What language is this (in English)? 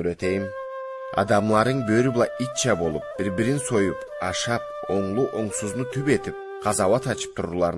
Karachay-Balkar